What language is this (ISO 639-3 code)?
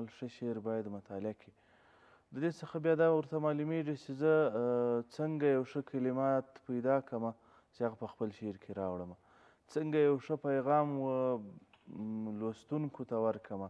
pus